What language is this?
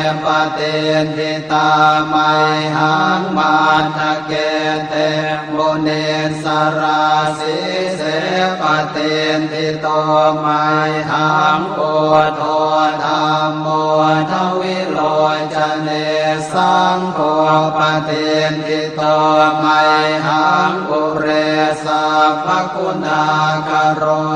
Pali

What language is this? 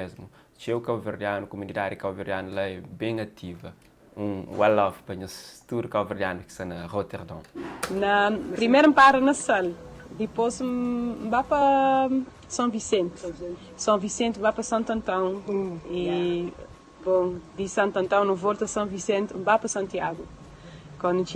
Kabuverdianu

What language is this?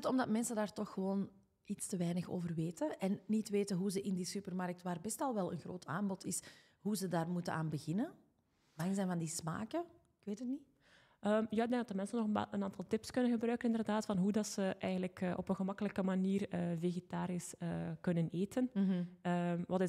Dutch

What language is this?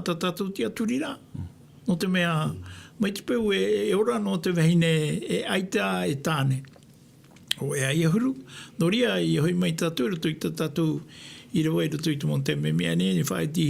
Tahitian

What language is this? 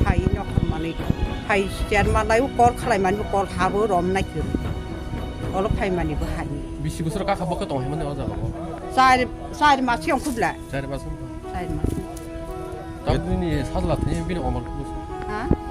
Kok Borok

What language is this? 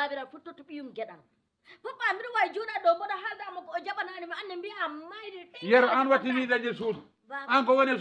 Fula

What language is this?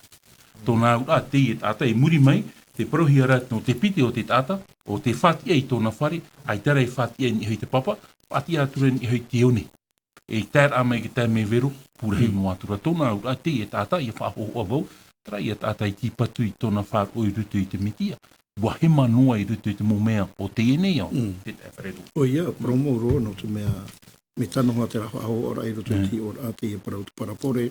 Tahitian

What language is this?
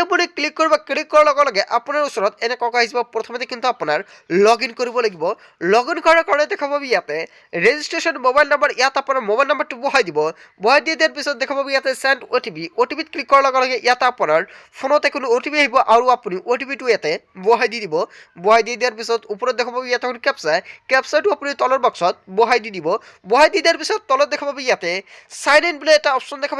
Assamese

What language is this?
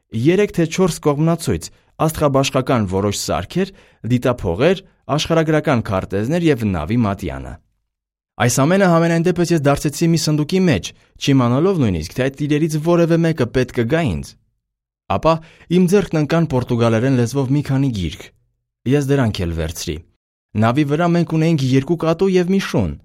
Armenian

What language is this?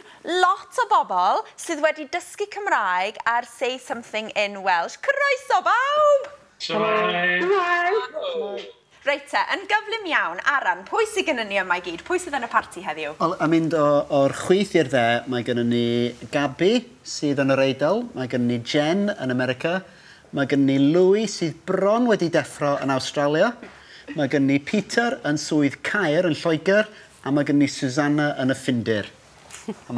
Welsh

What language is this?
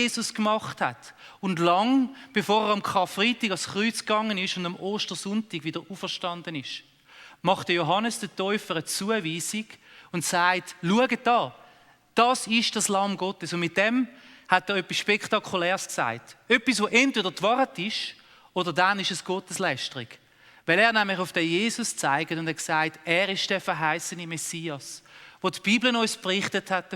Swiss German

